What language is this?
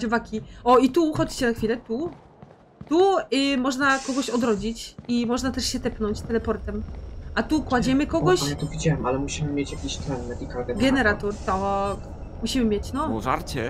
Polish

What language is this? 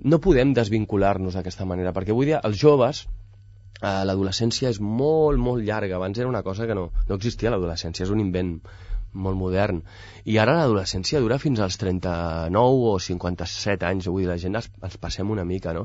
Catalan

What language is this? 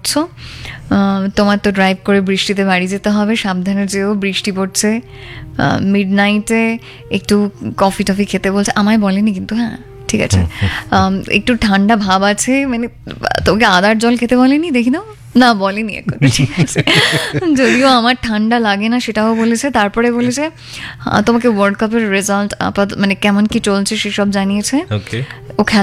Bangla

